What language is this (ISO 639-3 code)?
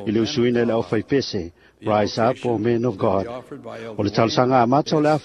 smo